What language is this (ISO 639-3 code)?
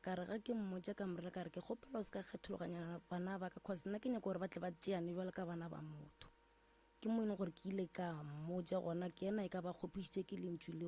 nso